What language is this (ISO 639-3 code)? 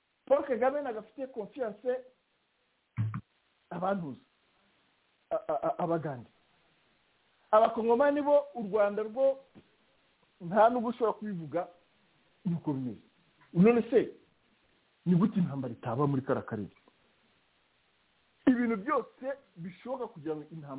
kin